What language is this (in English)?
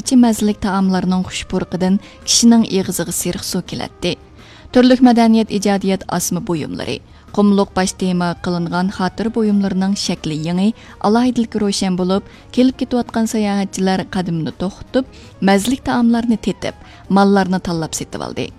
Uyghur